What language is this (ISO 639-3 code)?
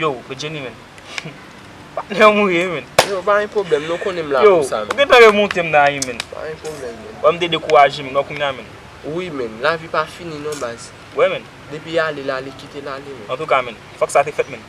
hat